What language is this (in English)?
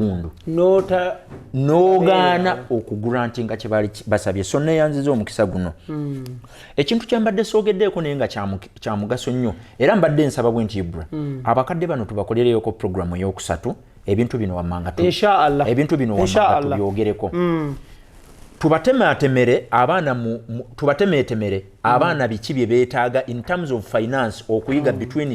Ganda